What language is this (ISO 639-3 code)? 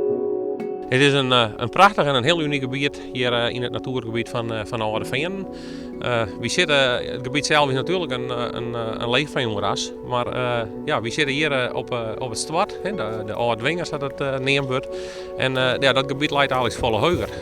fry